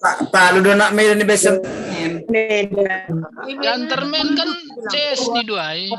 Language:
Batak Simalungun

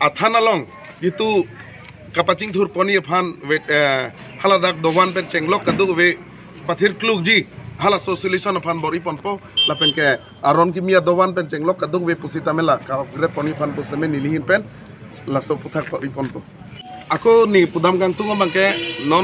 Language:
Karbi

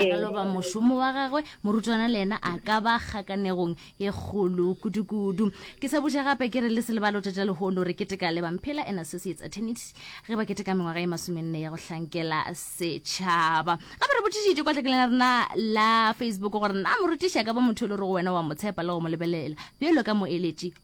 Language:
Northern Sotho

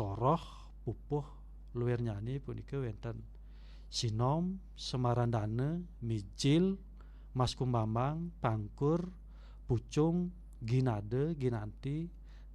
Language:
Balinese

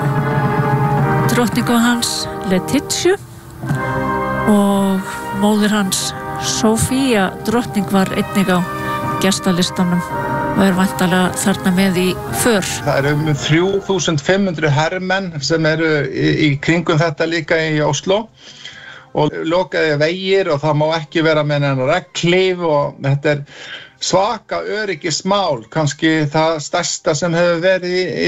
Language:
Icelandic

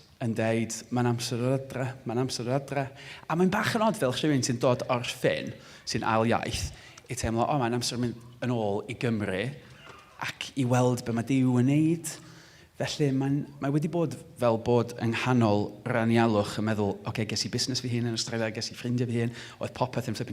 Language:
Welsh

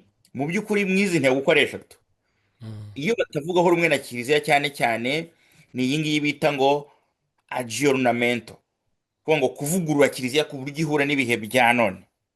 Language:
Kinyarwanda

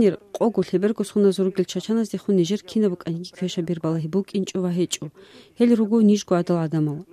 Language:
Avaric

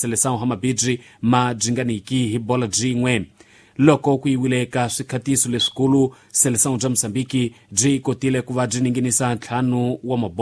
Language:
Tsonga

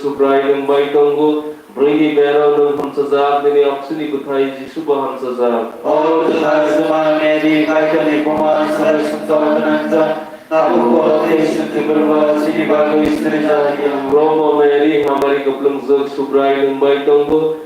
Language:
Kok Borok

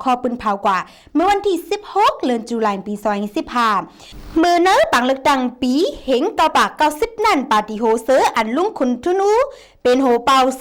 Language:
Shan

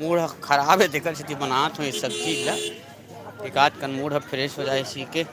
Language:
Chhattisgarhi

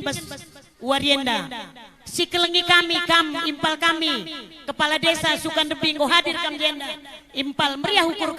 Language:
Batak Karo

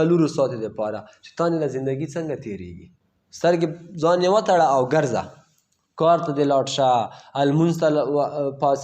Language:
Pashto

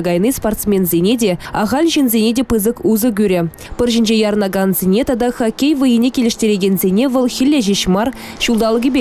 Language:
Chuvash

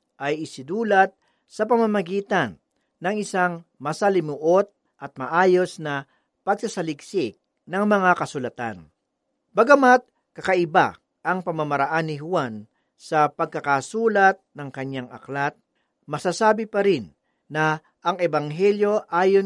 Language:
Filipino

